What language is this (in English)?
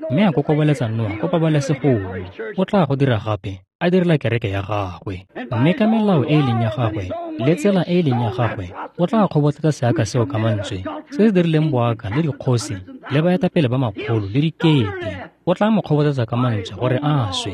Tswana